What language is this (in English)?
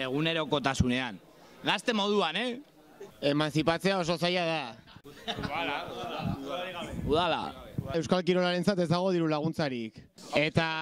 Basque